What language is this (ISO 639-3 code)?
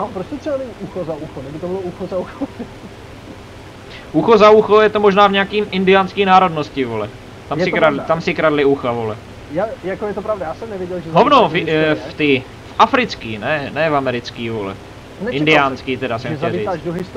ces